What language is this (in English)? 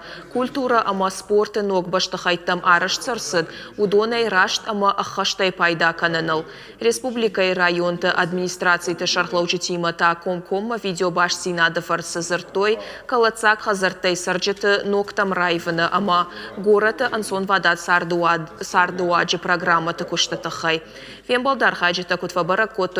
Ossetic